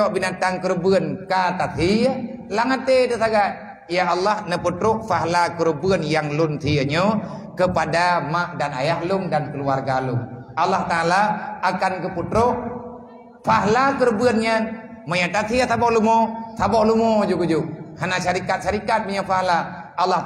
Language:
Achinese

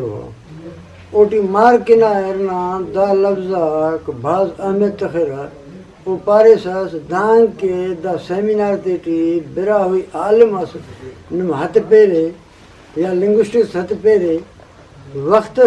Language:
Brahui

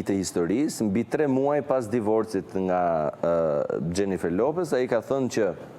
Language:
Albanian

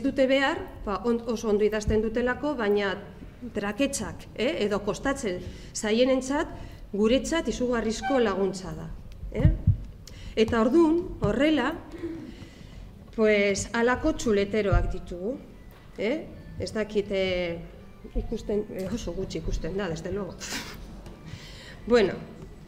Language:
Basque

